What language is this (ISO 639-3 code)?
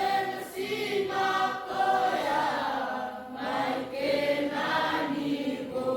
fij